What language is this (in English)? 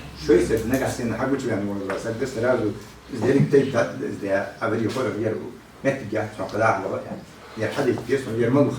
Ingush